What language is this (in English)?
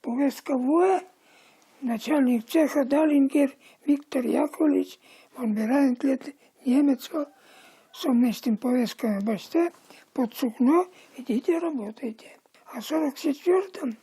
Udmurt